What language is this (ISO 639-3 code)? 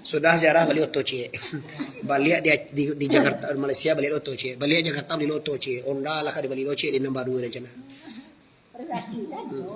min